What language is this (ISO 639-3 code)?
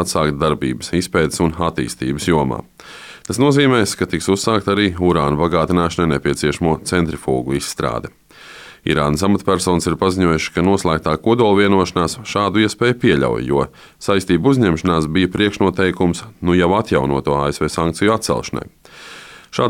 lav